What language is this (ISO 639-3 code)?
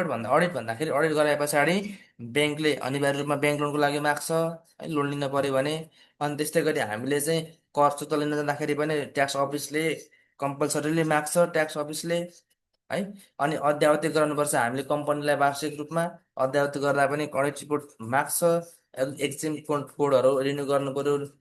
nep